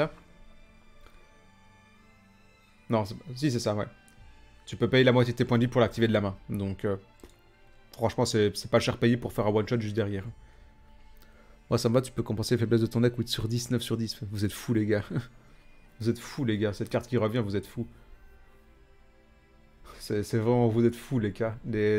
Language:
French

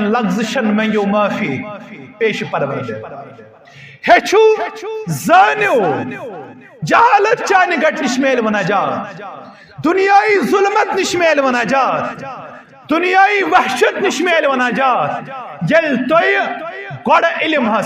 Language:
Kashmiri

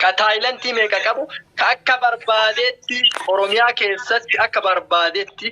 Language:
Oromo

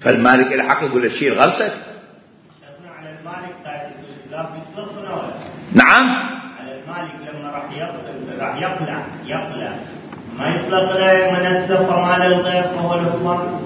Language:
Mesopotamian Arabic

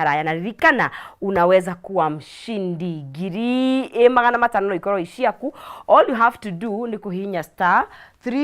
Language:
Kikuyu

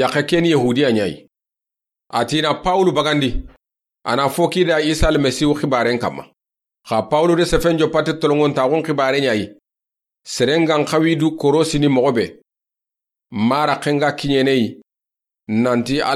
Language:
Soninke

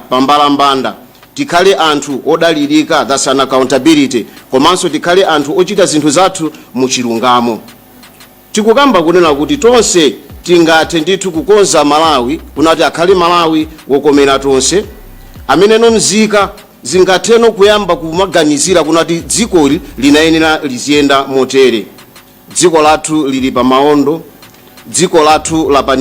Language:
Nyanja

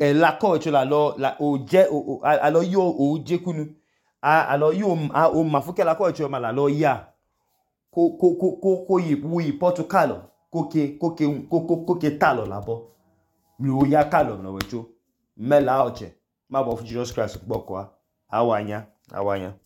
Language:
Idoma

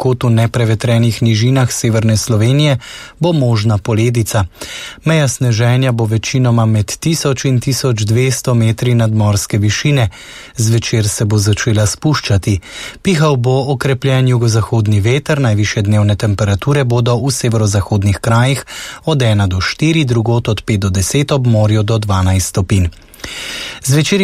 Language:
Slovenian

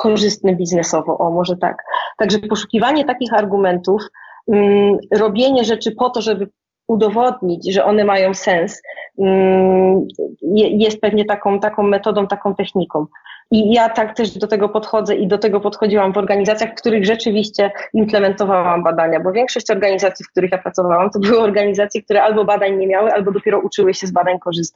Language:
Polish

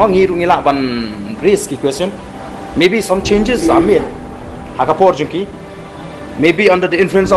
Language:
Khasi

